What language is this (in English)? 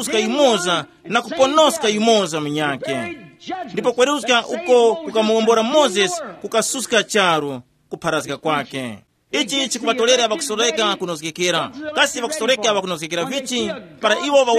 Tumbuka